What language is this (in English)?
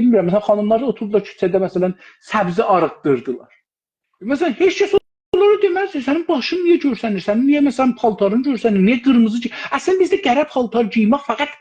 South Azerbaijani